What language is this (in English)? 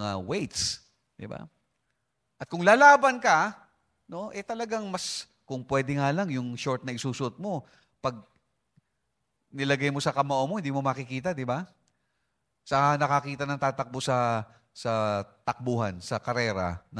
Filipino